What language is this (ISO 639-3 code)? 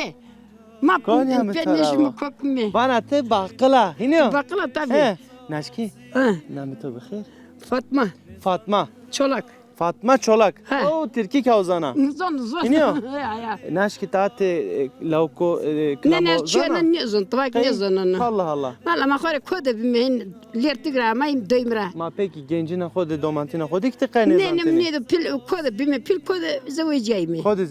zza